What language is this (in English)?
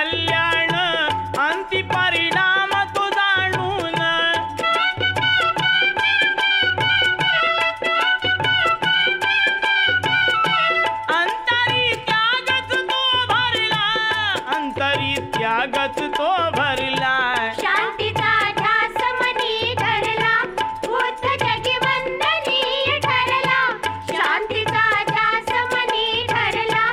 Marathi